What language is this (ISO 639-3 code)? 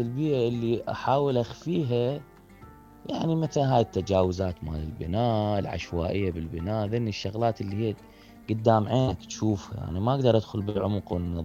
acm